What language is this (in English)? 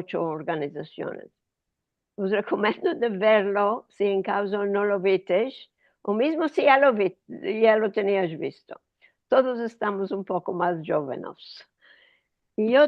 Ladino